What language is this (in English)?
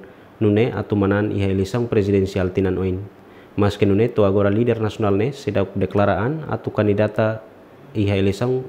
Tetum